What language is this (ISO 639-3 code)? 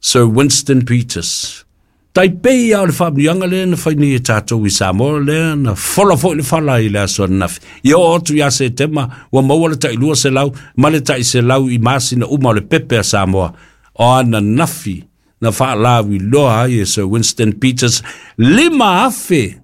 smo